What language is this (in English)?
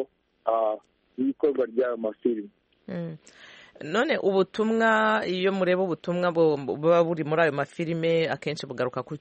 Kinyarwanda